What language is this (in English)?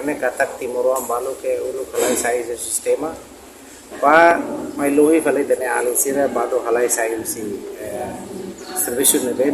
Tetum